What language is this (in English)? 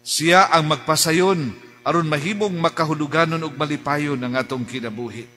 Cebuano